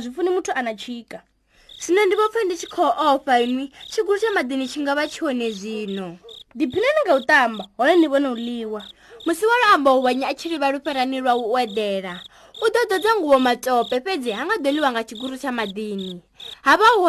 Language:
Venda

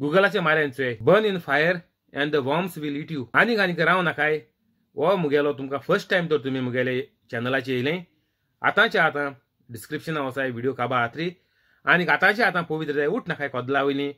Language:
Konkani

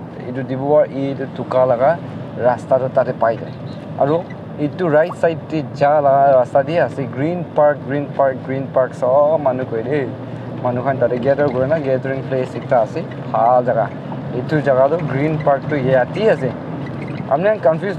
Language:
Naga Pidgin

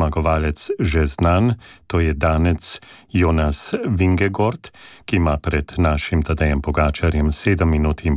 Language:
Slovenian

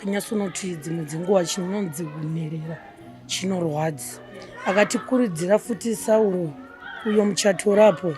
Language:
Shona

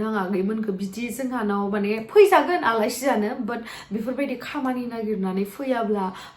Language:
Bodo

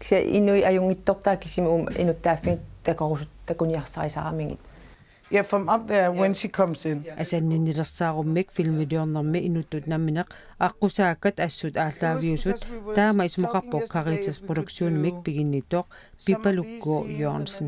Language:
Kalaallisut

